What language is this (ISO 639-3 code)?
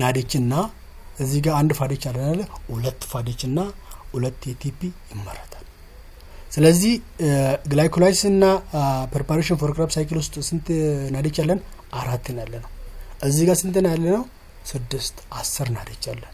amh